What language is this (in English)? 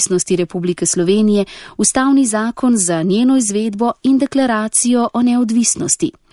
Slovenian